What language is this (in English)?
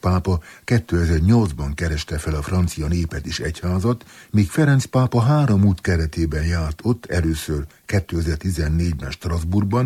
Hungarian